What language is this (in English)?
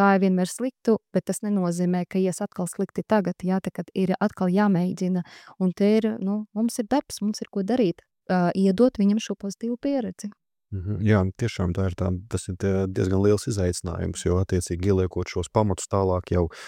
Latvian